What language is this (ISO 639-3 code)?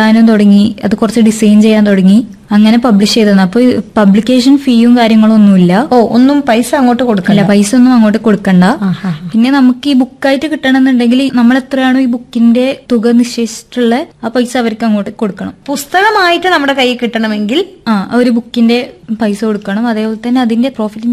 mal